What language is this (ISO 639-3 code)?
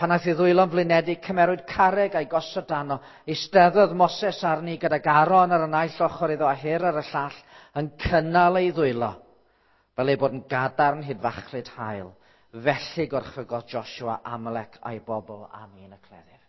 cym